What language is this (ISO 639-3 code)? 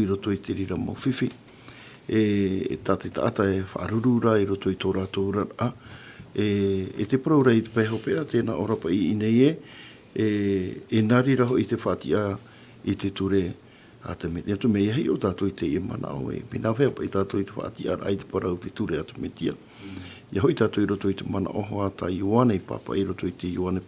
tah